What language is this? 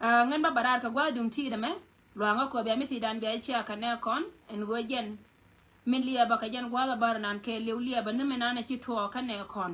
Nuer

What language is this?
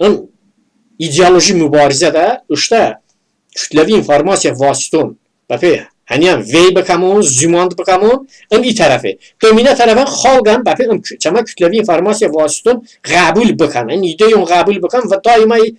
Talysh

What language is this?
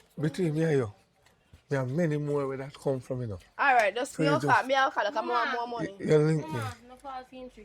Jamaican Creole English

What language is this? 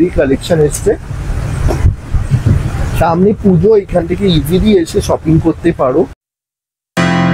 Bangla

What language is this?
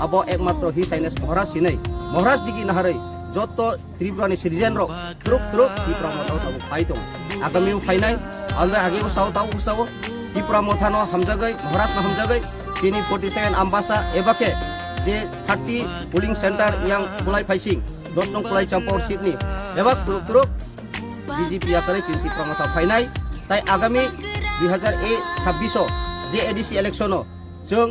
Kok Borok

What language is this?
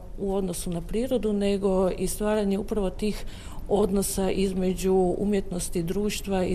Croatian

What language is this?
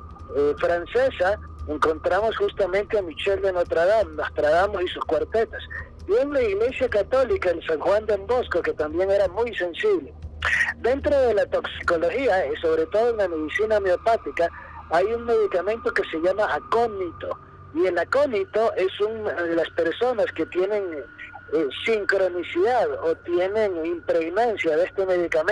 Spanish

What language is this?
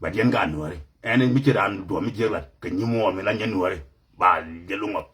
Nuer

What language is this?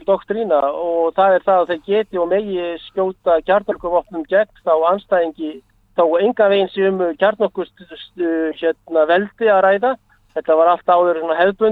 Icelandic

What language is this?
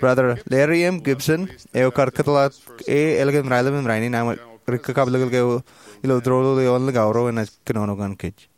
Marshallese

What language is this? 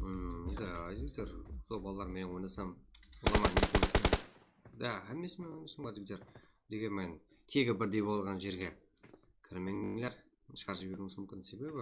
Kara-Kalpak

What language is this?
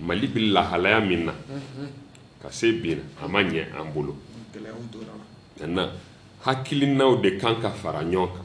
Bambara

